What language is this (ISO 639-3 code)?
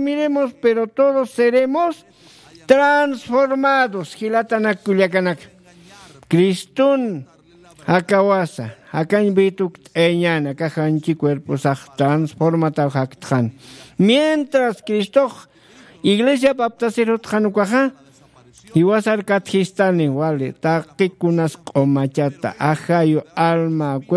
aym